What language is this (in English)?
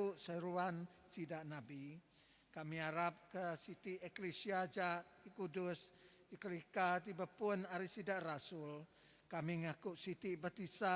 Iban